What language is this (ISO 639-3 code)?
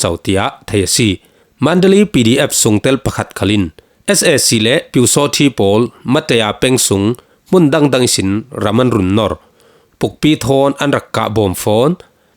cfm